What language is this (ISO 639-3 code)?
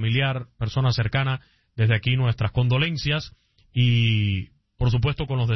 spa